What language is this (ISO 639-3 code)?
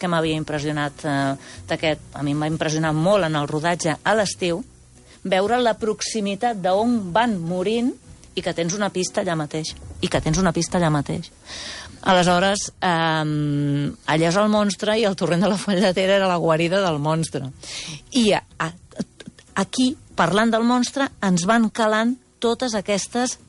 cat